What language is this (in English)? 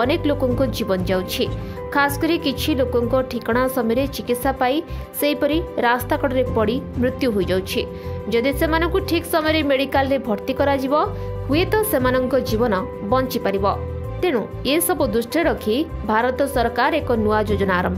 Odia